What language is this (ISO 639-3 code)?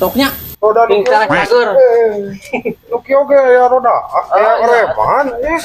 sun